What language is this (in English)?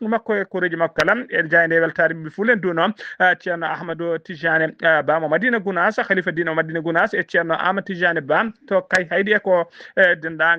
Fula